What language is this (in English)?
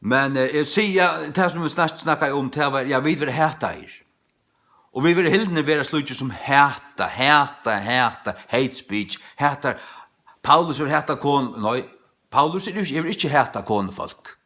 Faroese